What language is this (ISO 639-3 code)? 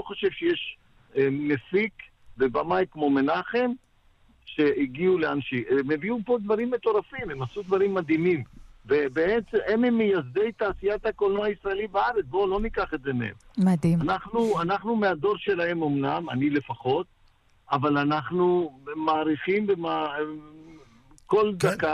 heb